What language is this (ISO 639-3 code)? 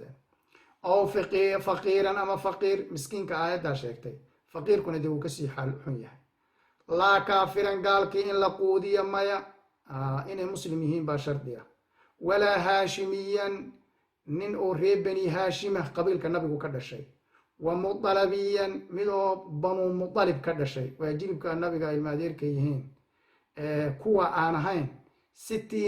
som